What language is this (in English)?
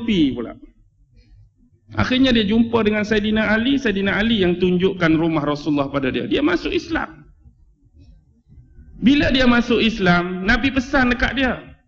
Malay